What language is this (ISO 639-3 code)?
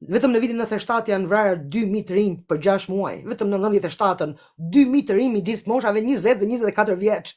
sqi